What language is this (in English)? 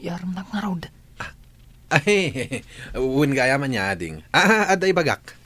Iloko